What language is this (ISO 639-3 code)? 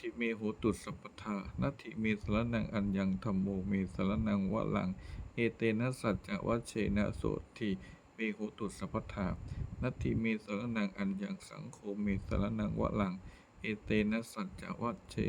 pli